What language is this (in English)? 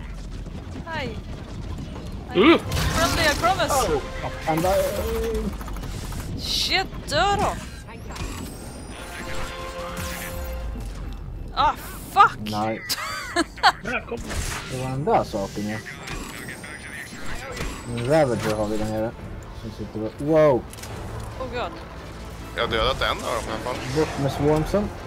Swedish